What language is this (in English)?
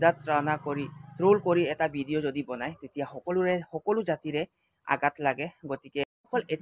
Assamese